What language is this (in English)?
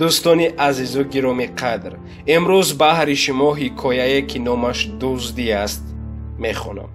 Tajik